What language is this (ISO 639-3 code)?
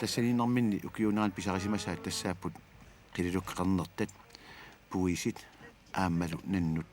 kal